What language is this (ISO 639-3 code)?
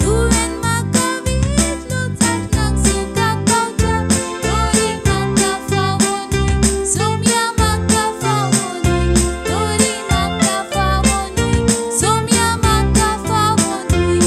kok